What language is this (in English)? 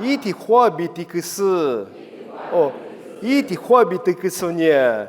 Lisu